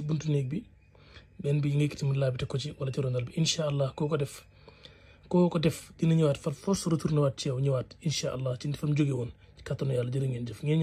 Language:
Wolof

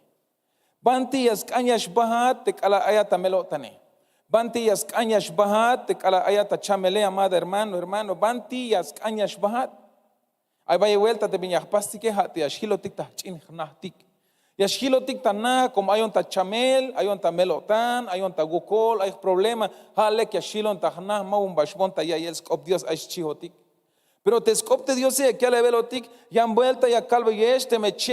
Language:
Tzeltal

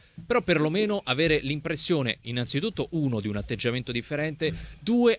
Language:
Italian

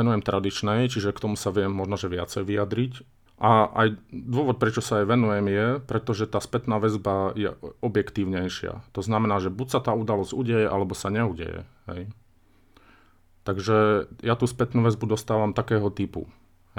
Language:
Slovak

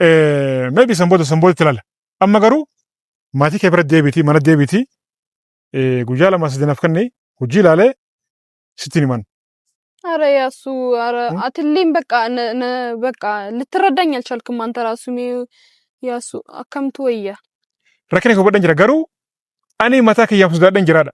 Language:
Oromo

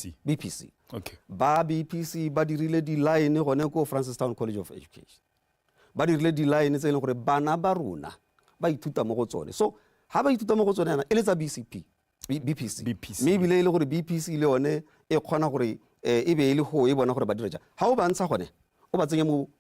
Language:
Tswana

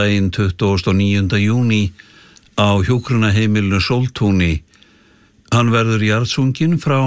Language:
Icelandic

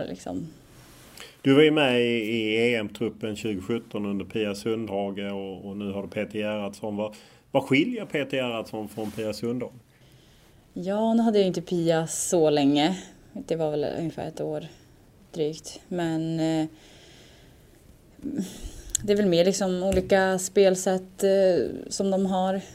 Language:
Swedish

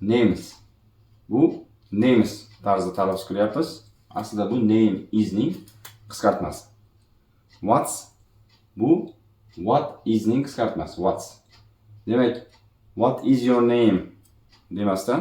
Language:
Uzbek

